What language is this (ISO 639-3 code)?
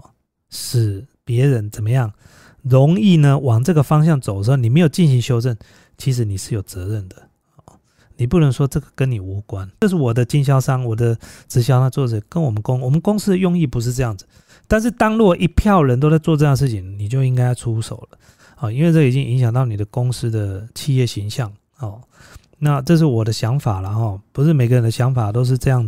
zho